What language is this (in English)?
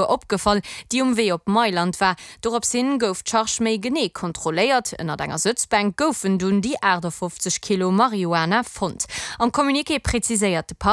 Luxembourgish